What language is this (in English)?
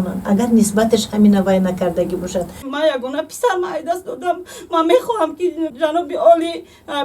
Tajik